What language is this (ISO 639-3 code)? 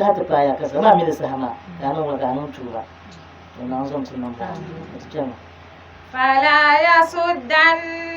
dag